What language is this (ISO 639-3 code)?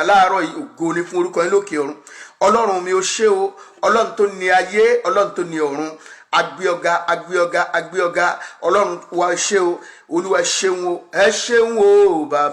yor